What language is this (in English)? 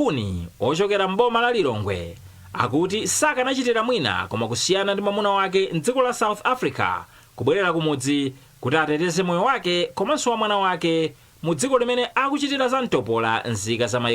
Nyanja